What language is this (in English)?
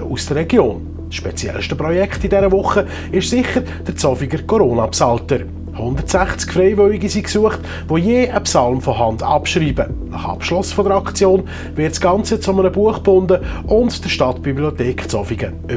Swiss German